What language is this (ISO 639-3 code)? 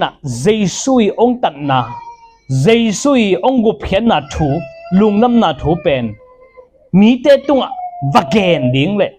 ctd